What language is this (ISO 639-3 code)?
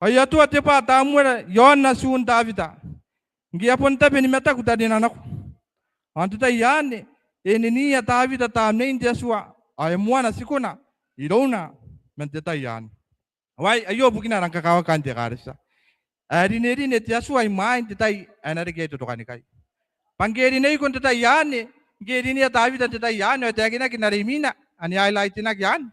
gil